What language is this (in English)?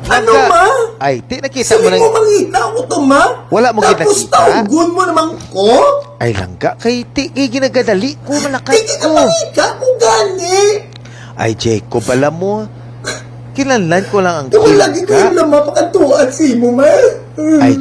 Hiligaynon